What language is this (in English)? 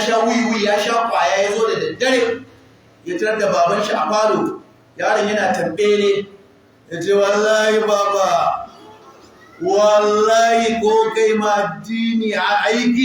Hausa